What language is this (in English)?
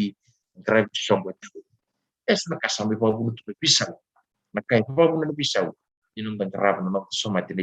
Fijian